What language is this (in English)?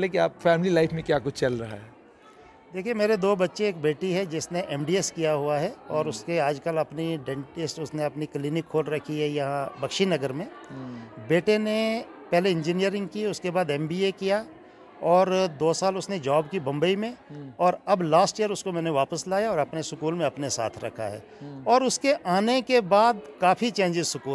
Hindi